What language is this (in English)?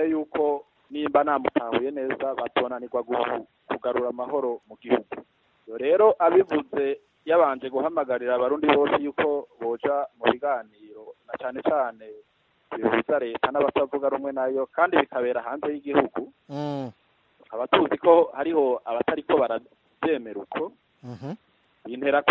Rundi